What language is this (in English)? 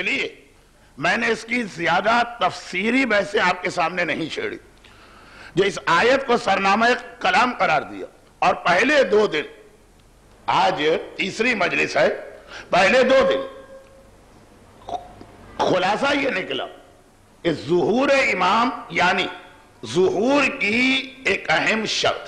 Urdu